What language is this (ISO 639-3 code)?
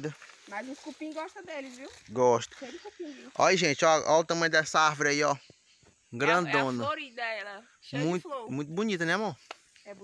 por